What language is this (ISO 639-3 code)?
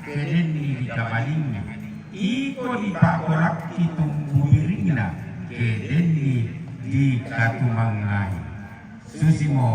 sda